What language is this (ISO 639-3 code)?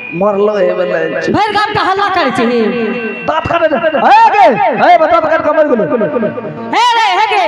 anp